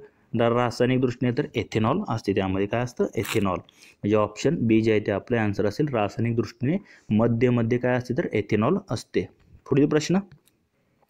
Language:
Marathi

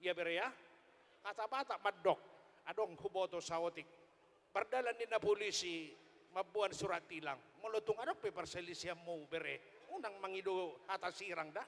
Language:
Batak Toba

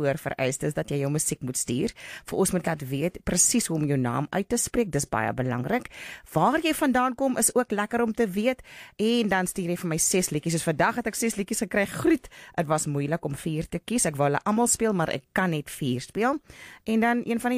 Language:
Afrikaans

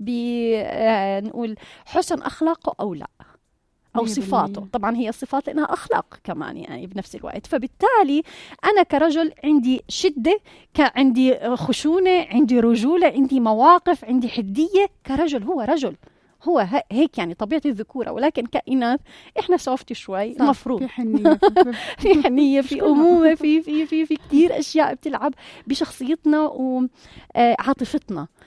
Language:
North Levantine Arabic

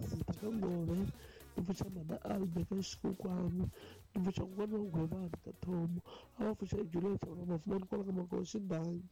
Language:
Tsonga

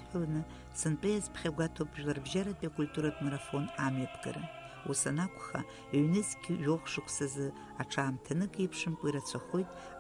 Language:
Abkhazian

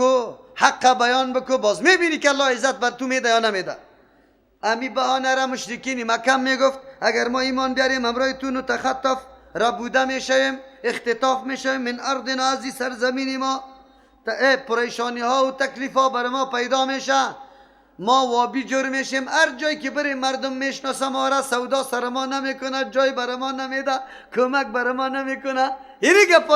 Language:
Persian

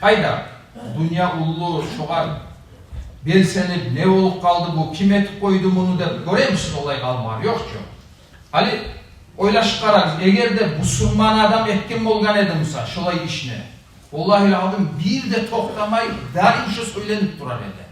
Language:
Kumyk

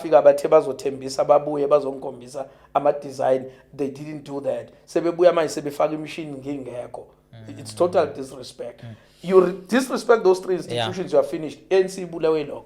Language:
Zulu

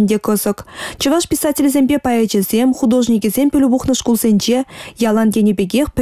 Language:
Chuvash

